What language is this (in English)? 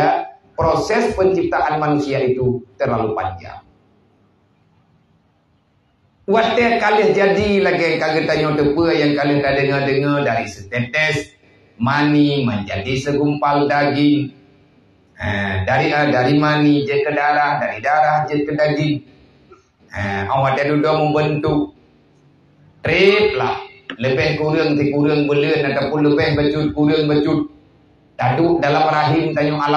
Malay